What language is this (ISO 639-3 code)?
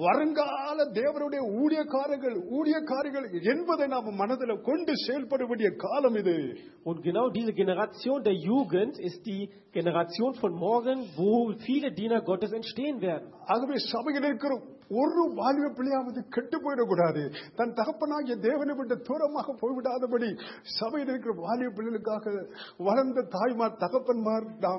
tam